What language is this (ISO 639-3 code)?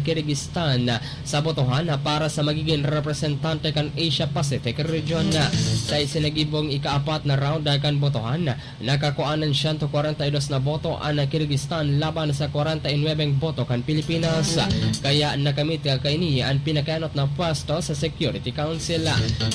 bik